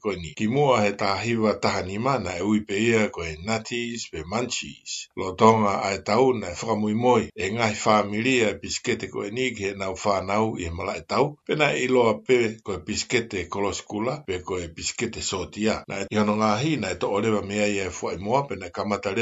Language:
Tongan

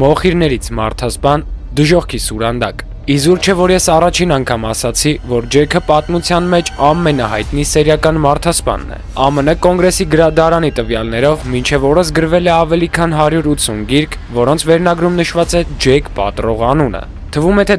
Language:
Armenian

